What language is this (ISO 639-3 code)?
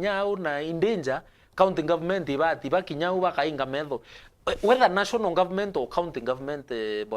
mer